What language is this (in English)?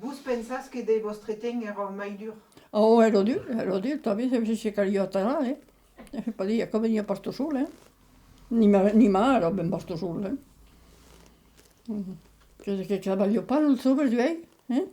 Occitan